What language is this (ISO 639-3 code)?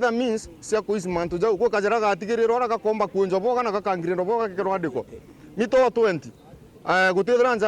mer